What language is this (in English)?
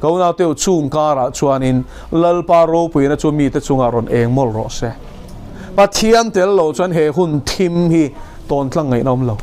Mizo